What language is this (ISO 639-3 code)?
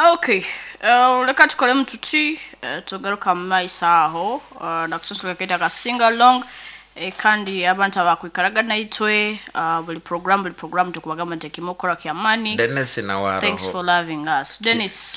nyo